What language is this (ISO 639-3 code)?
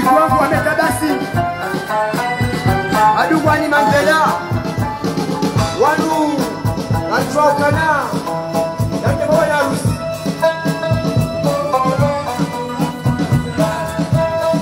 swa